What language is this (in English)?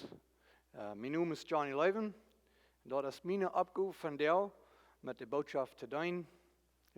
Plautdietsch